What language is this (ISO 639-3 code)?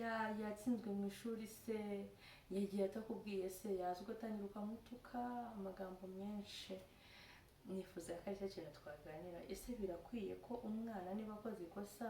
kin